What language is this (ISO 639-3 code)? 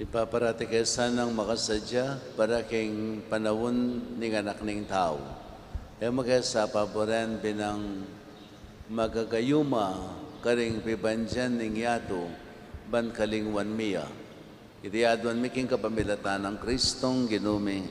pam